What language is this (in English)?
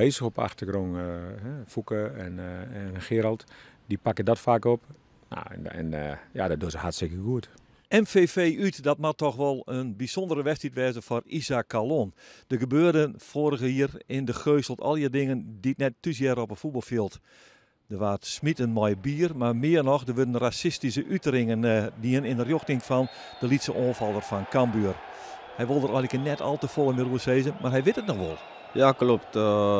Western Frisian